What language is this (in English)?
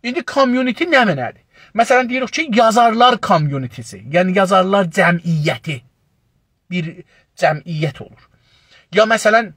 South Azerbaijani